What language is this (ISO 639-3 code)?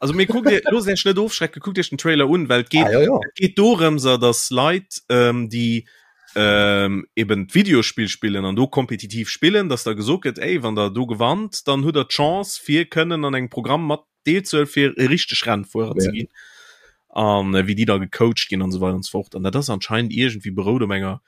ltz